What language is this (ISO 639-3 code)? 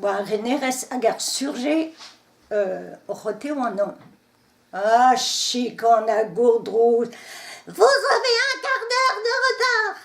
bre